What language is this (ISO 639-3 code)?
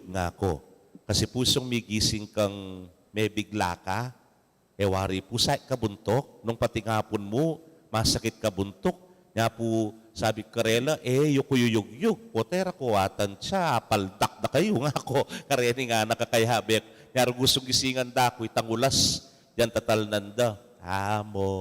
pam